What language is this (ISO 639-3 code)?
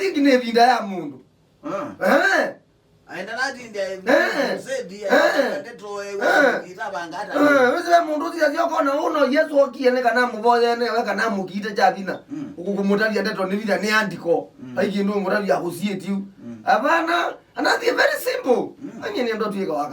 kam